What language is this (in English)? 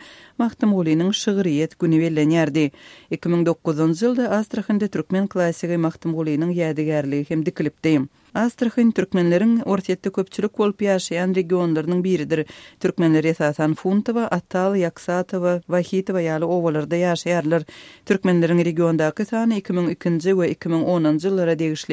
Turkmen